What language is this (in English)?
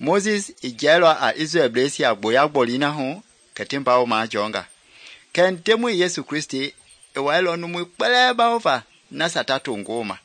Mende